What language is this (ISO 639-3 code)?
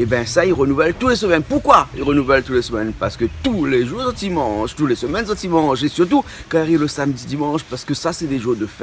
rcf